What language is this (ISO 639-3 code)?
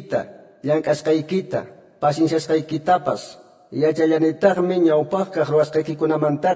que